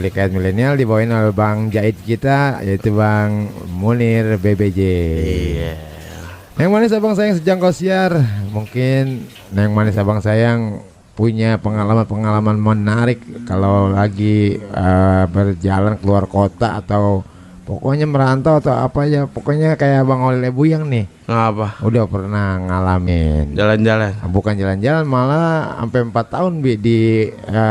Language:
Betawi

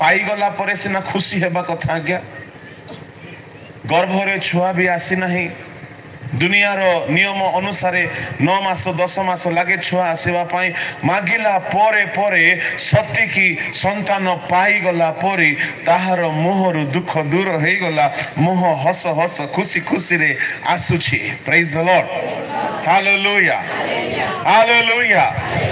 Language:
Odia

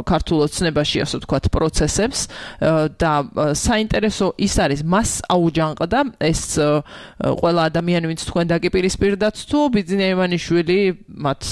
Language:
Georgian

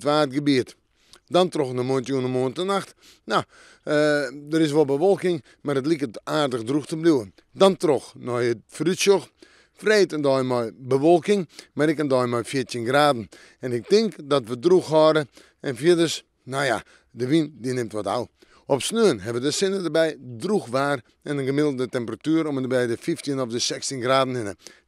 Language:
Western Frisian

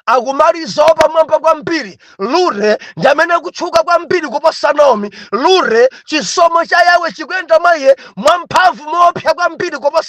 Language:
Nyanja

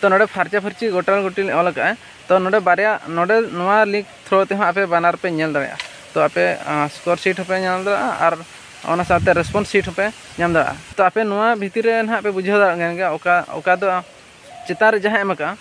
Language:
Santali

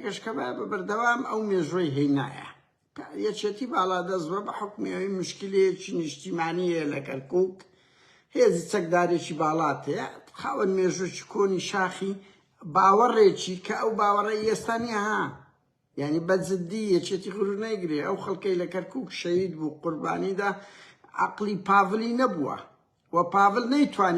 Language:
Central Kurdish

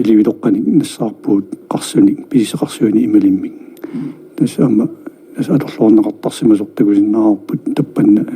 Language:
Kalaallisut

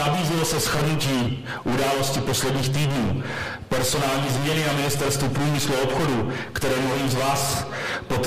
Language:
Czech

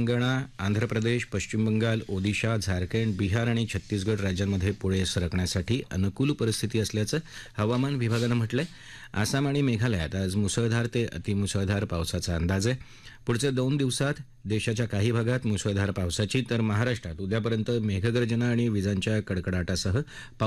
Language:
Marathi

